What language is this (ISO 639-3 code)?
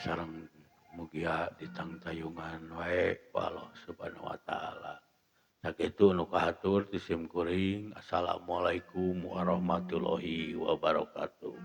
sun